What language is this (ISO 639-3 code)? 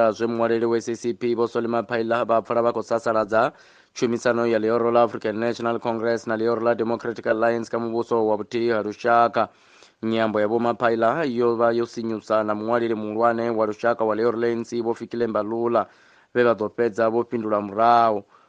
ven